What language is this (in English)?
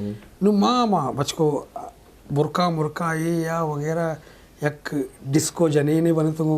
Eastern Balochi